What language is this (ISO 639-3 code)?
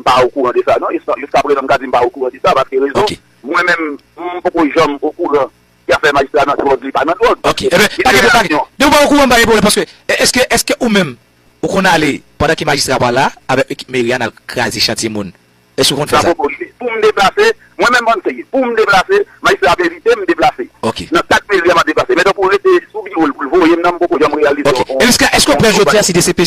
hat